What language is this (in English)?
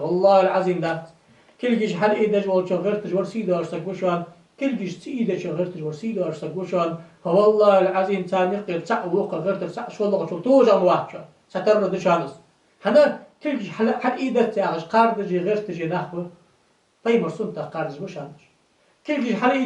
Ingush